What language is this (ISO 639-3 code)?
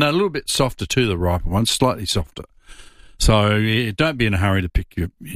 eng